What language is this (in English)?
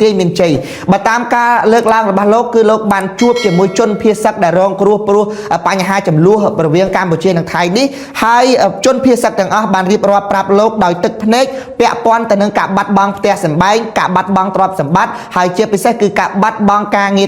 Khmer